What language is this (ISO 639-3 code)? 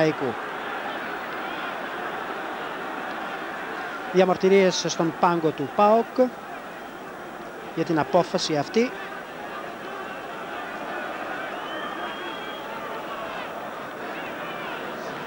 ell